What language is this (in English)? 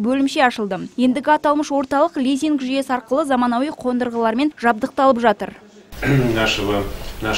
Kazakh